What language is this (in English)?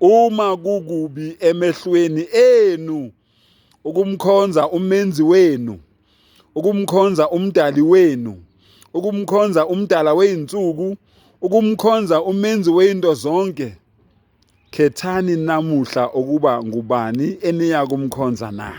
Zulu